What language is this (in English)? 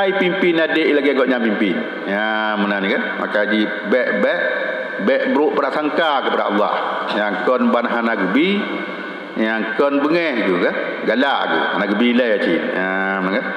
Achinese